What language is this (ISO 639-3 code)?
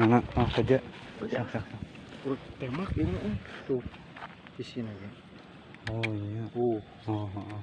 sun